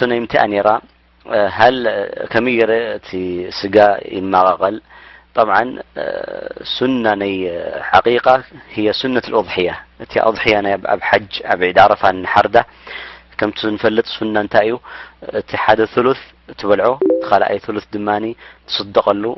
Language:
Tigrinya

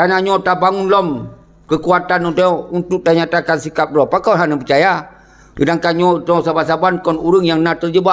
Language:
Achinese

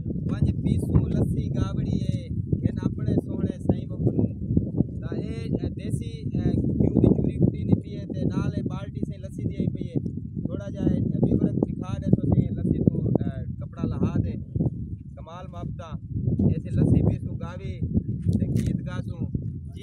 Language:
Saraiki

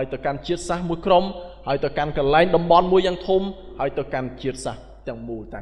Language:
Khmer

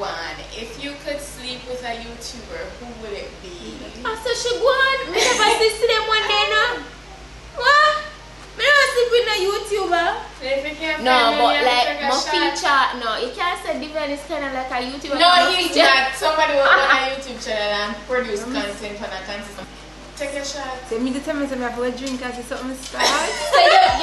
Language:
Jamaican Creole English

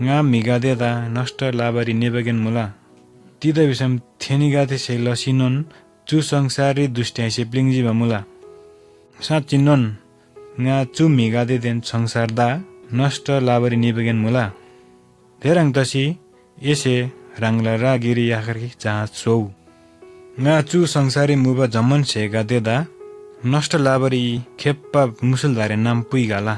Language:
Eastern Tamang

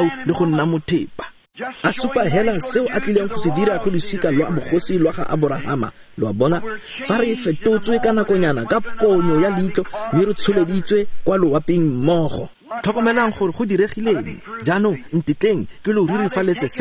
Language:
Tswana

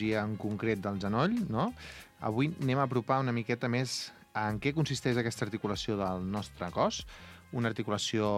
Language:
Catalan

